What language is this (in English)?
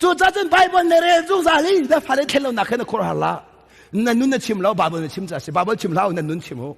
Hakha Chin